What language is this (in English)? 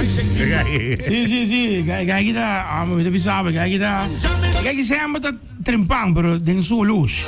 Papiamento